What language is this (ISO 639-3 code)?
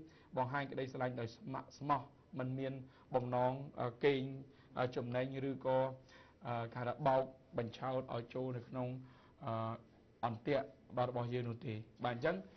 khm